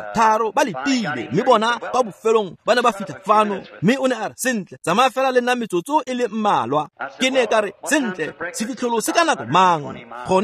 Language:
Tswana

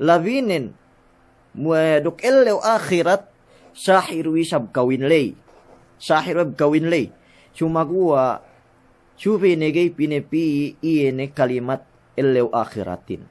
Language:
Yakan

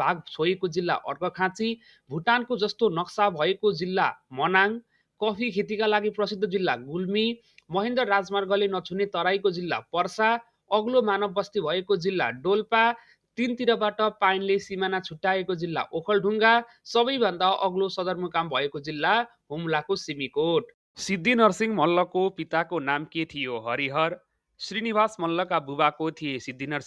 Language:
Nepali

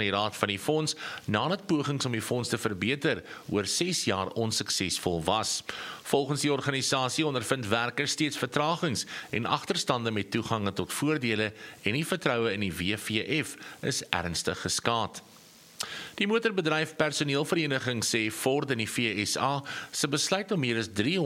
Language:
Afrikaans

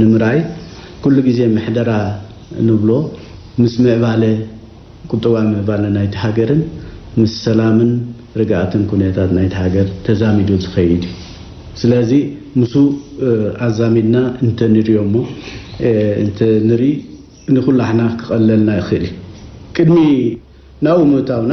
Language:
Tigrinya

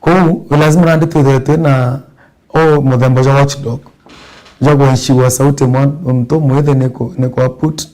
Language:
Meru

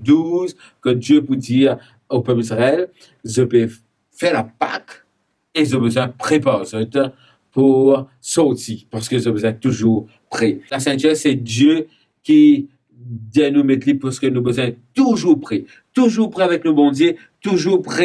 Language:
Morisyen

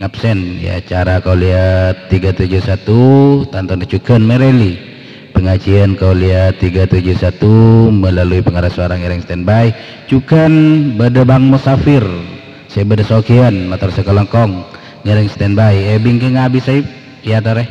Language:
Madurese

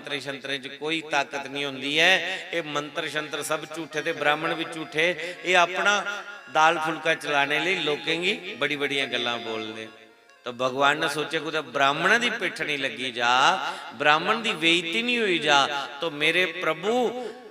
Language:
Dogri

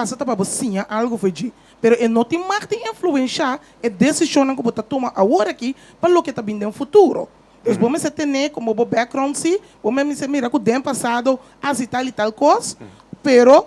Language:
Papiamento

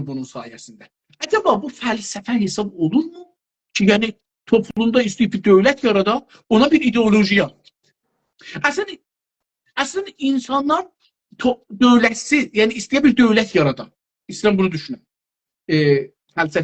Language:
South Azerbaijani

